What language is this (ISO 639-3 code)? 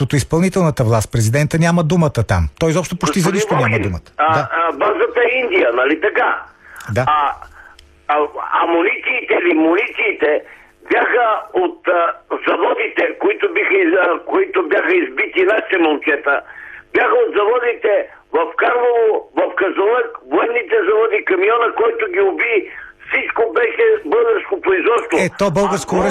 bul